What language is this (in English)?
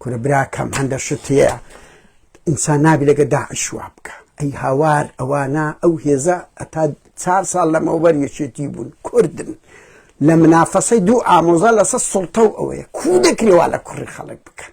Central Kurdish